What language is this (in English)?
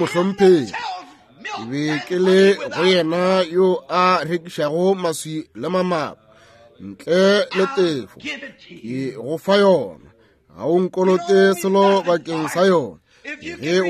Northern Sotho